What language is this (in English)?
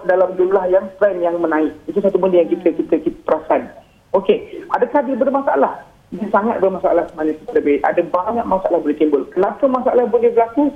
Malay